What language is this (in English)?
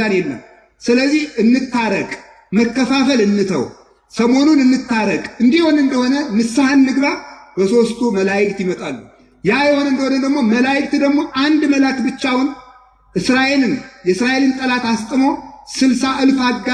Amharic